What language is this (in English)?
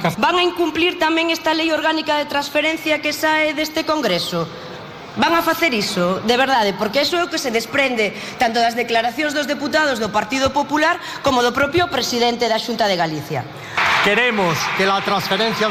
Galician